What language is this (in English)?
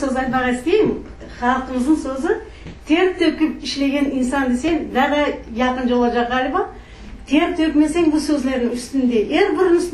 Crimean Tatar